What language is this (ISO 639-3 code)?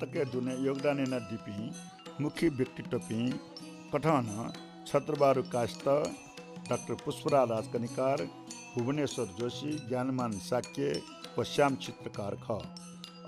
new